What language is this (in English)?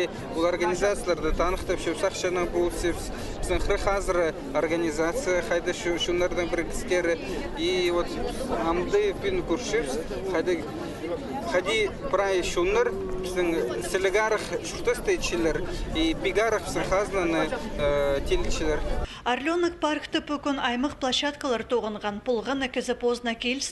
Khakas